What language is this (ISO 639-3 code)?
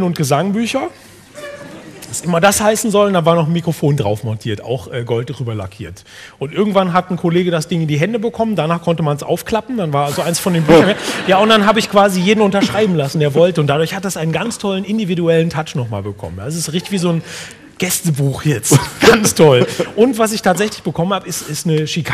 deu